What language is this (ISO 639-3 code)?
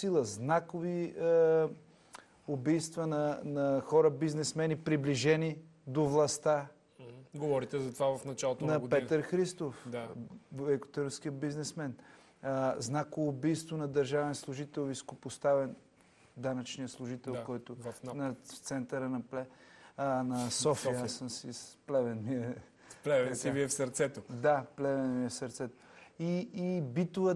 bul